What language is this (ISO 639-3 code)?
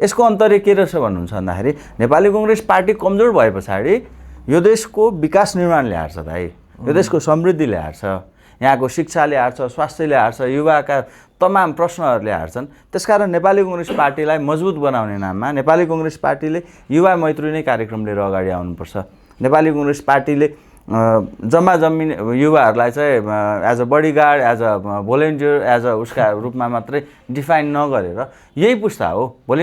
nep